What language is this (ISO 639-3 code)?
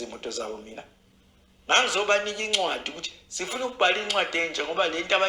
zul